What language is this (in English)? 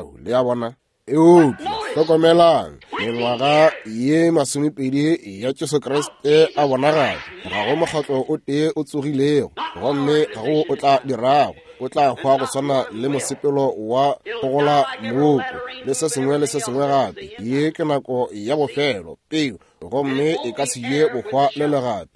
Northern Sotho